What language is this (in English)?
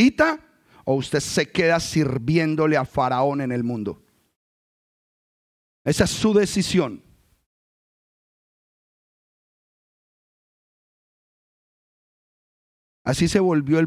Spanish